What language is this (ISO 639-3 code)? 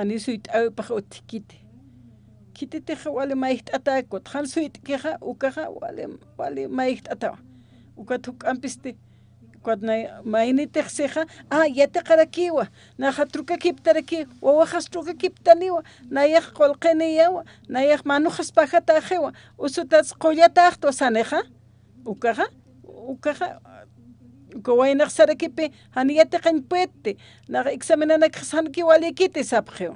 aym